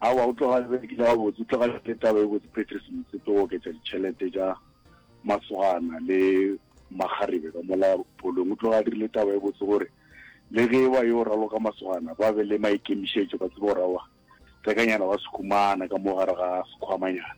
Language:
Northern Sotho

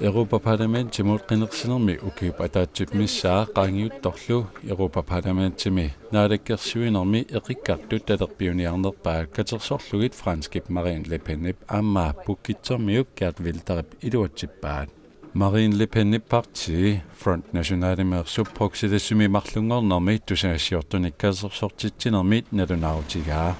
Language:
Kalaallisut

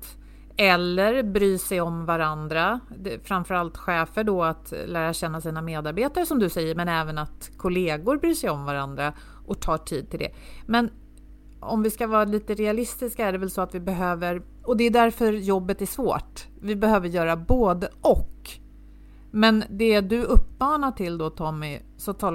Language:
Swedish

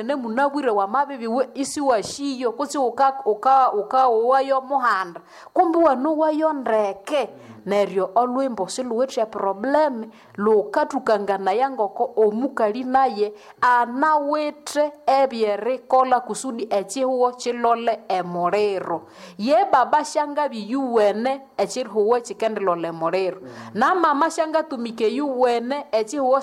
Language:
Nande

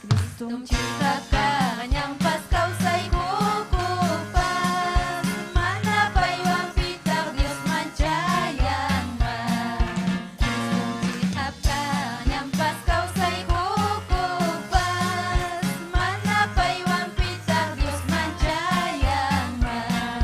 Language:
Ayacucho Quechua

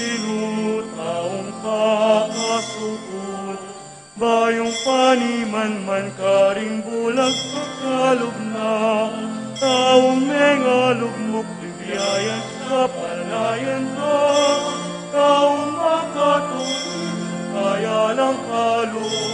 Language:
Pampanga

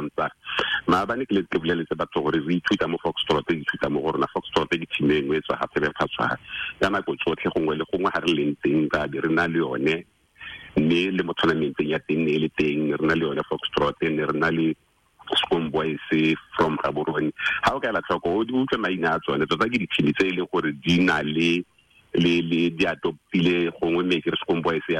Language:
Tswana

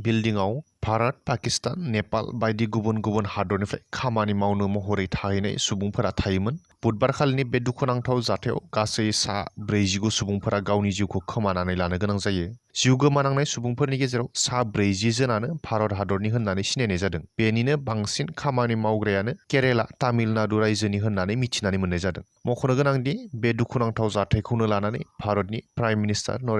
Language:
Bodo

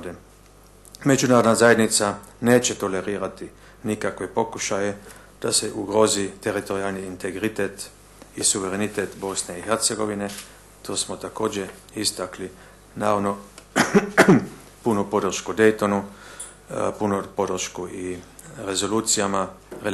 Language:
Bosnian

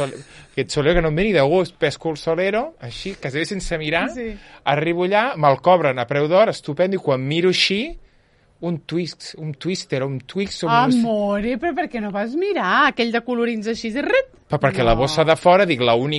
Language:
Catalan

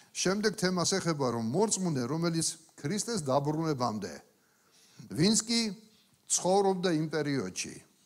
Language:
Georgian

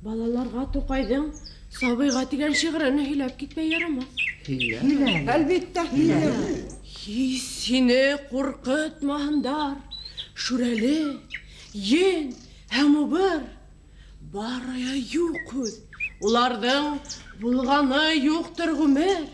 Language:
Bashkir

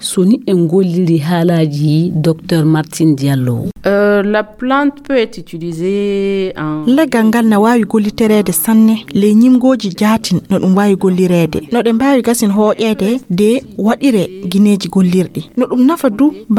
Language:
Fula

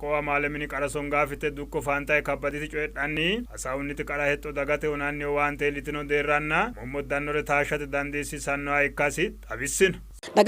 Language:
Sidamo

